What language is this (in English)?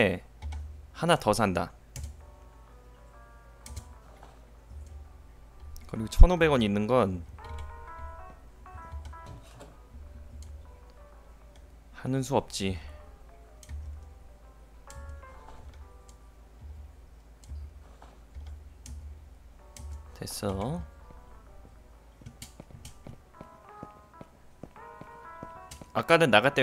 Korean